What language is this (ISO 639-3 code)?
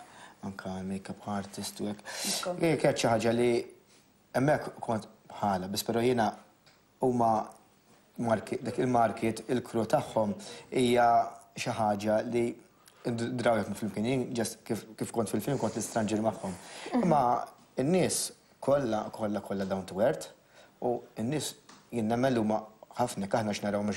mlt